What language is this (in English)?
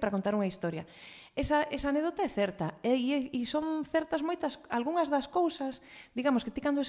Galician